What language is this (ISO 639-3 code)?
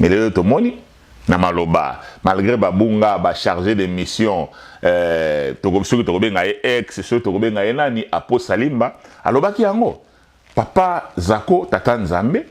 lin